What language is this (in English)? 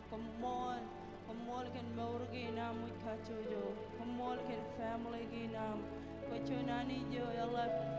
Marshallese